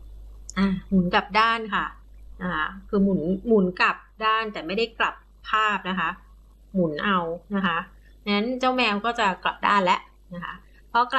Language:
Thai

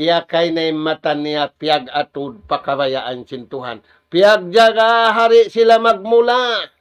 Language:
Tausug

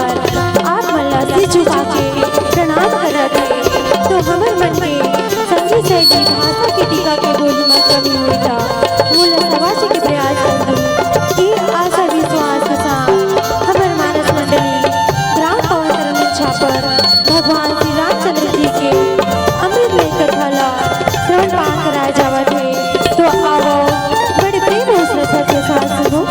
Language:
Chhattisgarhi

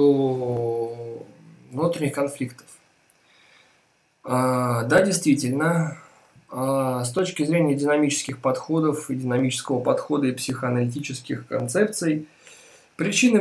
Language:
Russian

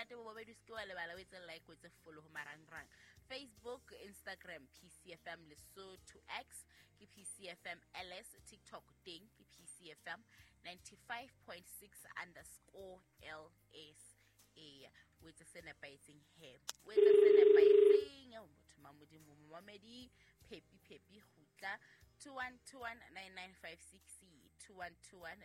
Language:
Southern Sotho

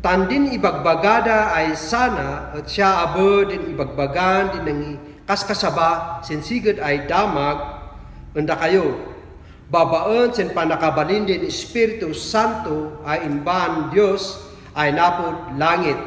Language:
Kankanaey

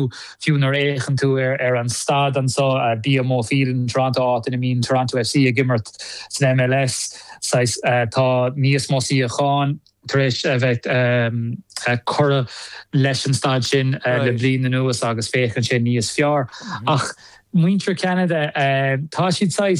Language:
Irish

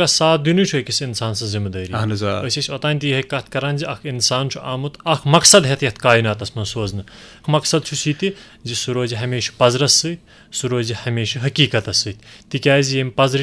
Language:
Kashmiri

